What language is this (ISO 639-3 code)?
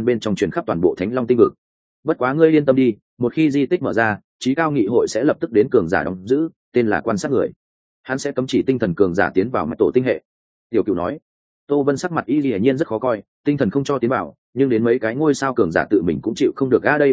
vie